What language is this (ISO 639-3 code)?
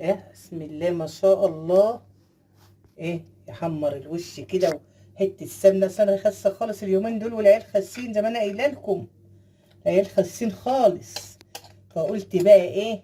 arz